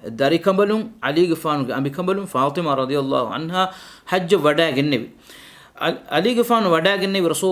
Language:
Divehi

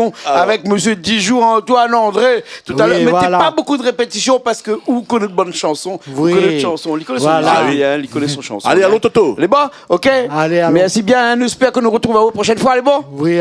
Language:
Réunion Creole French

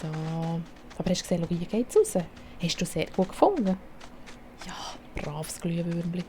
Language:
Swiss German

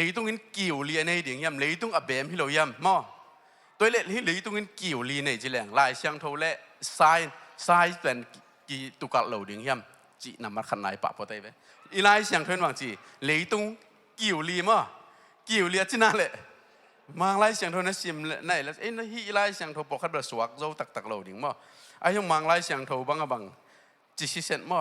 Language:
Tedim Chin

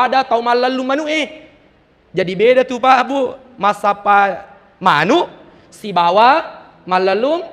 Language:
Buginese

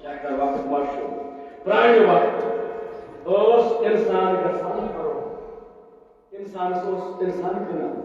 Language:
Kashmiri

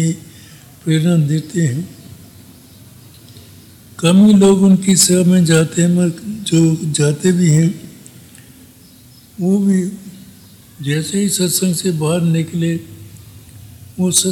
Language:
Hindi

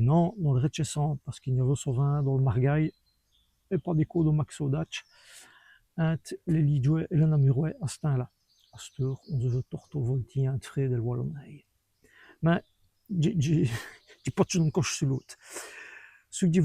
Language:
Walloon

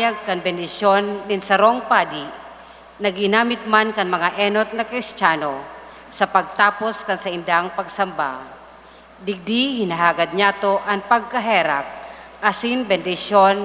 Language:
Bikol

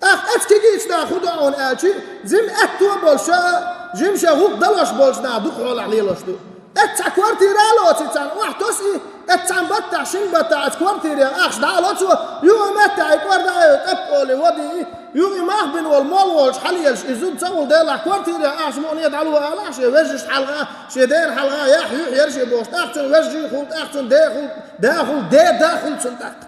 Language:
Chechen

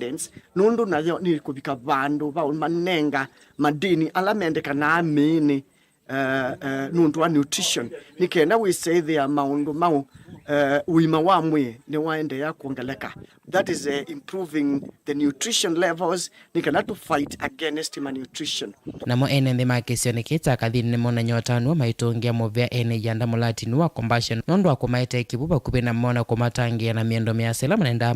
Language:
Kamba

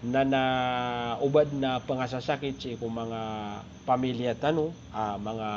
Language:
Maranao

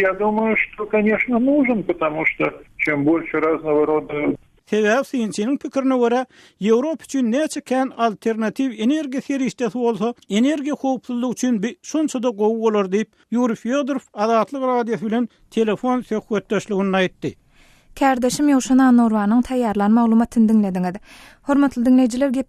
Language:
Turkmen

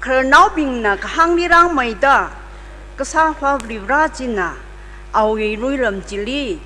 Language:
Tangkhul Naga (India)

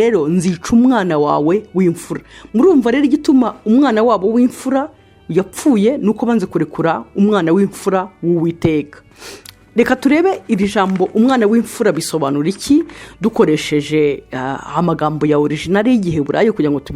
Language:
Kinyarwanda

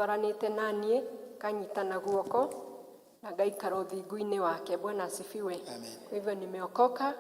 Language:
Kikuyu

